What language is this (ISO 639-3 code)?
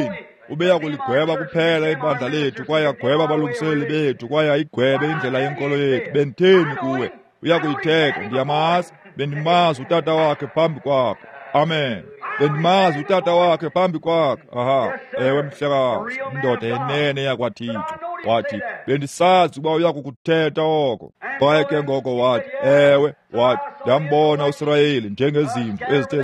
xho